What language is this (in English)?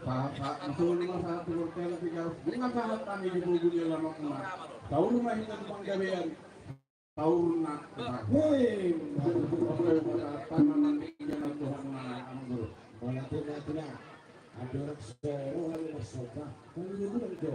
Batak Toba